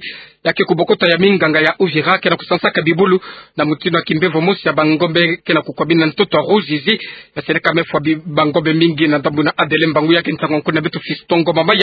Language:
Kituba (Democratic Republic of Congo)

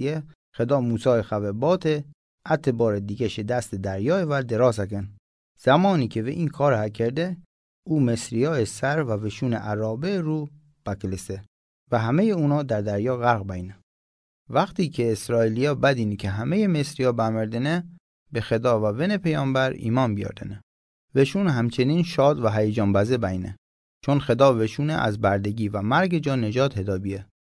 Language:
Mazanderani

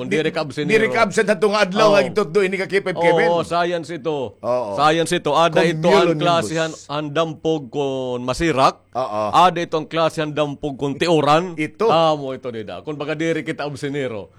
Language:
Waray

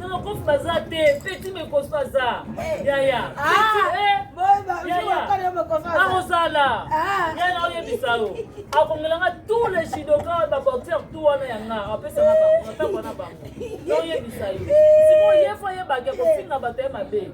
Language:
Lingala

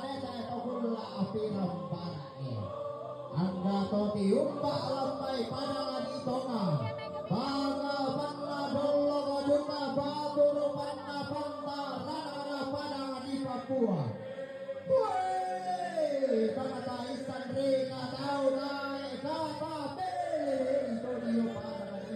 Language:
Toraja-Sa'dan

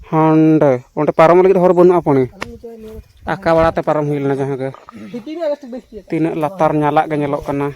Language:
Santali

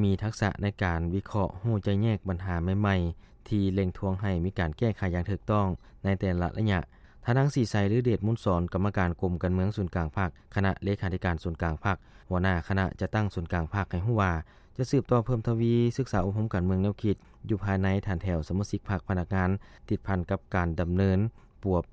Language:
Lao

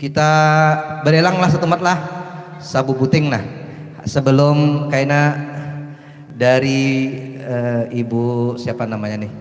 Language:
Banjar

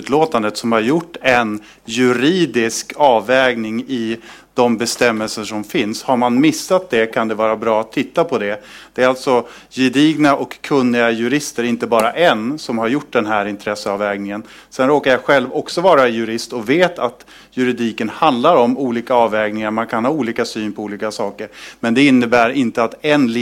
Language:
Swedish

